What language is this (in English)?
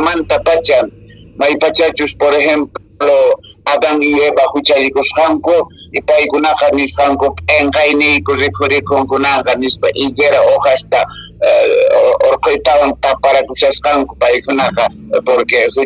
Quechua